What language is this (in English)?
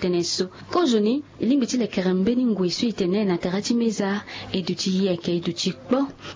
Sango